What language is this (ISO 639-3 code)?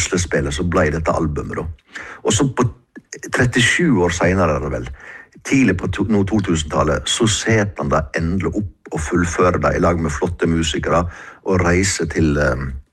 nor